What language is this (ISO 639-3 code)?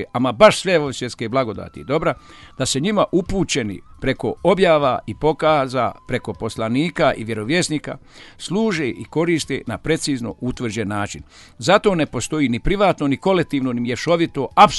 bos